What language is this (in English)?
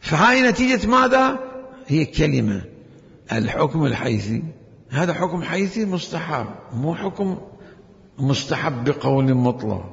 Mesopotamian Arabic